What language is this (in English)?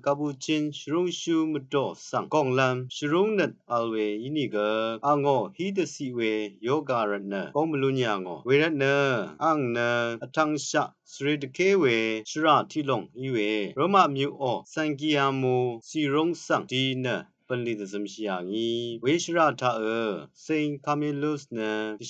Rawang